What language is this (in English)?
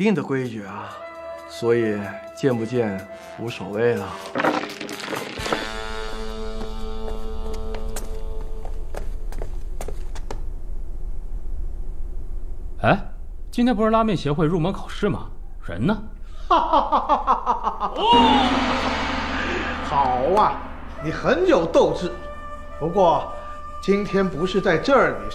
Chinese